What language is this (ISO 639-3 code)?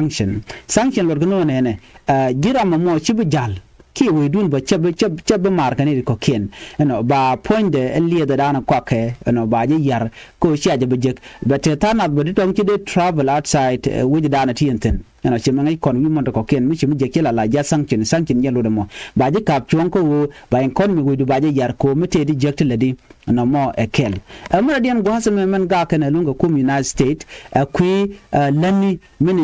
nus